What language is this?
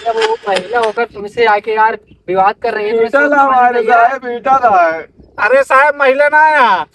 Awadhi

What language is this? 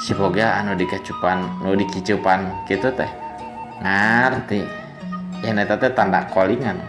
Sundanese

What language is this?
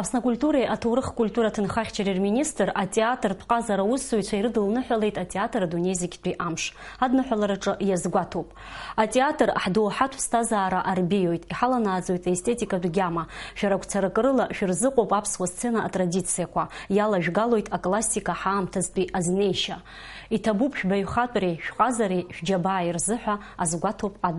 Abkhazian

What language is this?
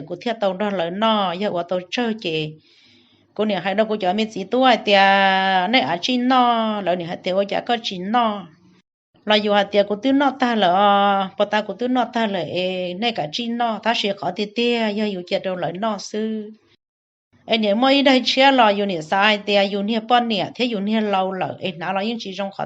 Hmong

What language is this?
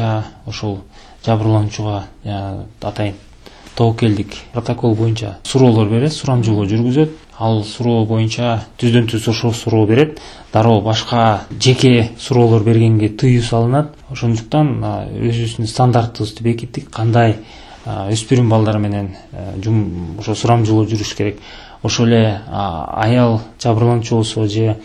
Kyrgyz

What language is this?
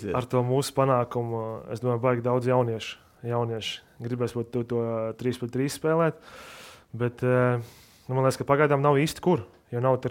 Latvian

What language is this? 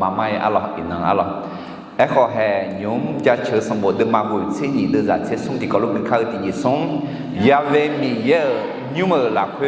Akha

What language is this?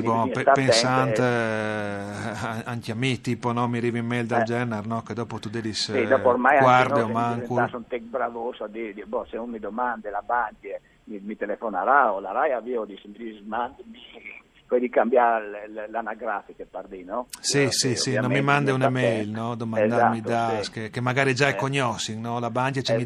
Friulian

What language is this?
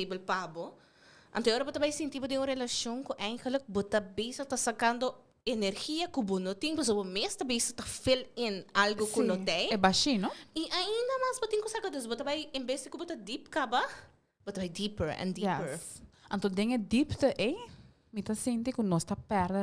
Papiamento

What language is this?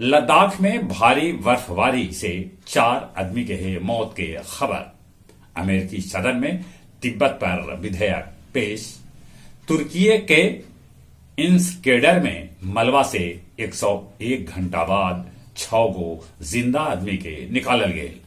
Magahi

